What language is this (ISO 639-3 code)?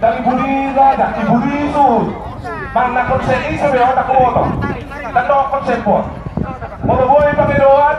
bbc